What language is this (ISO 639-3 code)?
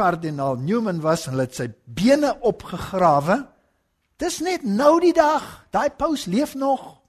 afr